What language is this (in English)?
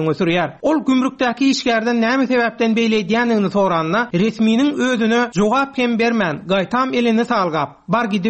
Turkmen